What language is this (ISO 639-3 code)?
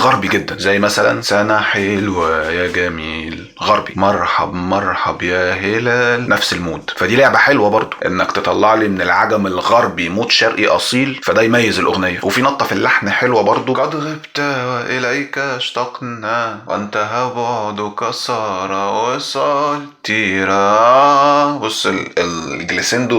arz